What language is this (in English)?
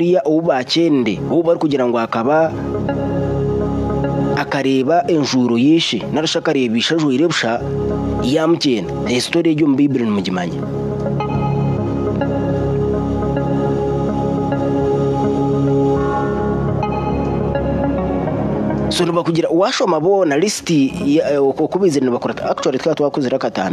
Kinyarwanda